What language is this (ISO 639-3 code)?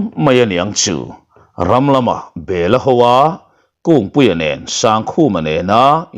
lus